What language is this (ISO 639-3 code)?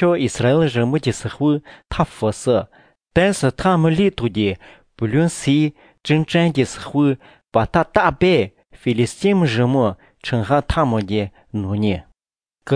zho